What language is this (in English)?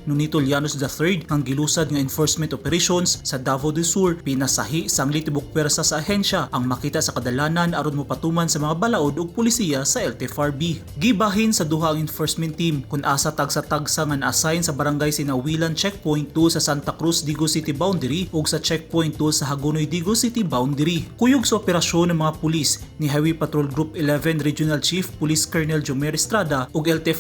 Cebuano